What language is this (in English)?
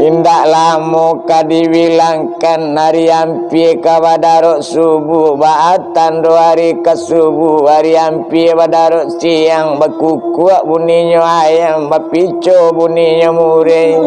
Minangkabau